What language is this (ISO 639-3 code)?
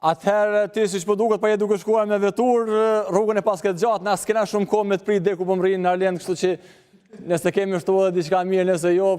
sqi